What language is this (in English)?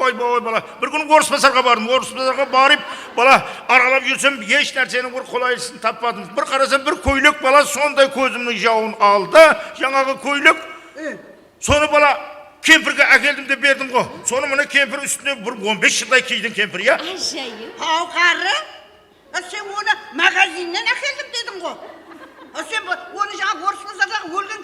Kara-Kalpak